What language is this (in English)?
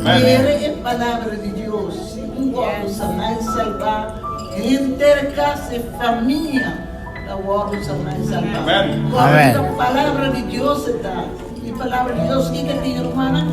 Papiamento